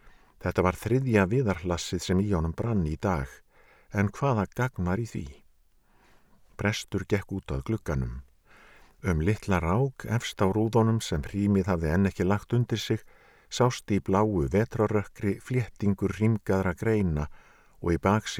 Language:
Icelandic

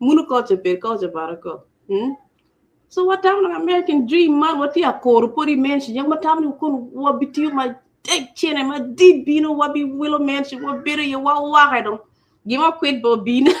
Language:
Acoli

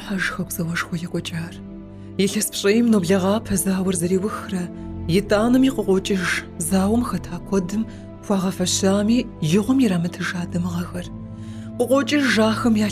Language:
Kabardian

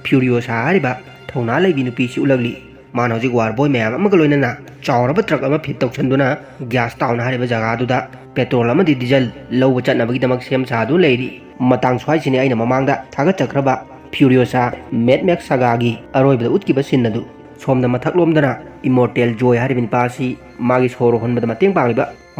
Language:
Manipuri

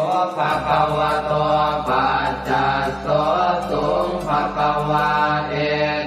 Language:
Pali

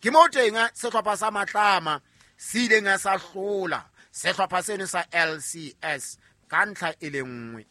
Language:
Southern Sotho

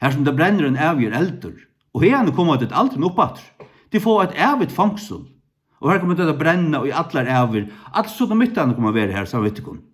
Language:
Faroese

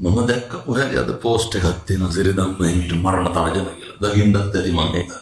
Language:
Sinhala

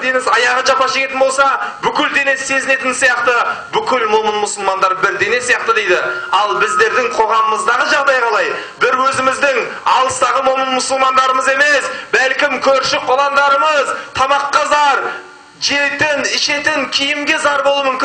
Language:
Kazakh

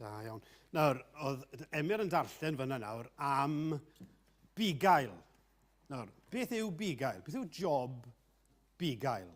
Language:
Welsh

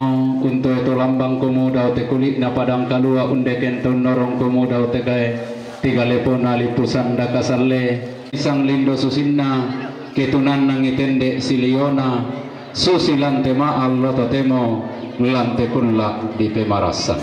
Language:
Toraja-Sa'dan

